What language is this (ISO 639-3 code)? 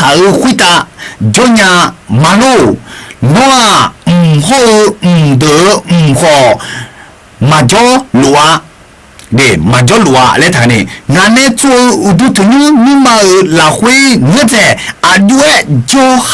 ahk